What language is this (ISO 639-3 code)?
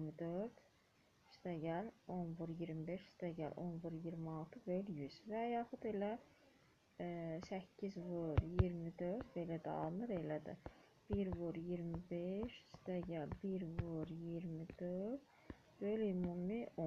aze